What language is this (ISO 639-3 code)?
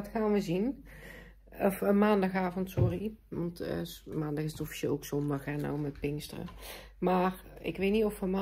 nld